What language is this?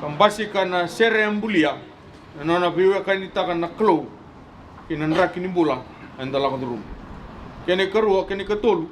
Fijian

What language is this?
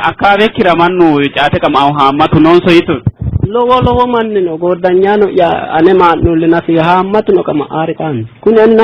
Sidamo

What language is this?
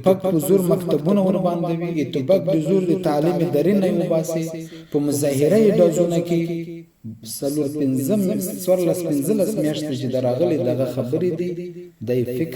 Pashto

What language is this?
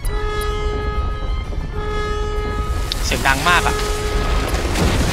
Thai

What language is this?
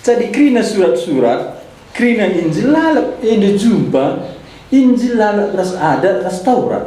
Batak Karo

